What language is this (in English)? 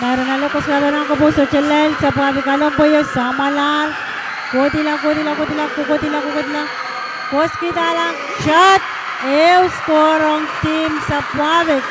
Pohnpeian